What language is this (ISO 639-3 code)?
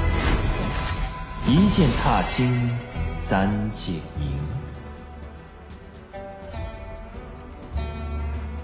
zho